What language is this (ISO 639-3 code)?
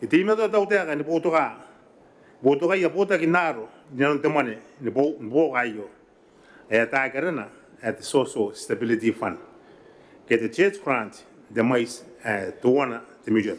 gil